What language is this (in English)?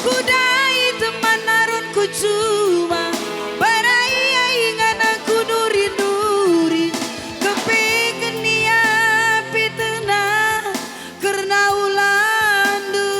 Batak Karo